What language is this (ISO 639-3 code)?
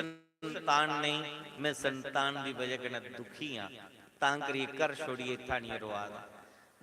doi